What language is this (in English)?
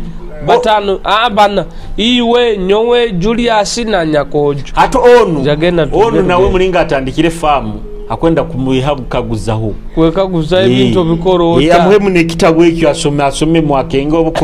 Nyoro